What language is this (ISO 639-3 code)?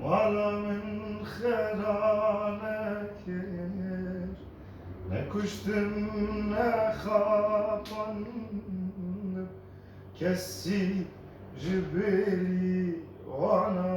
kur